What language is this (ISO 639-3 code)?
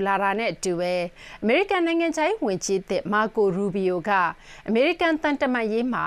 mya